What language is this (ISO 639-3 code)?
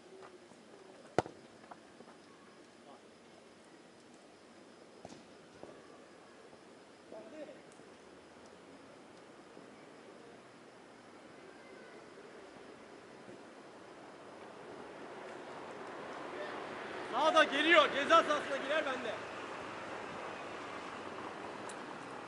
tur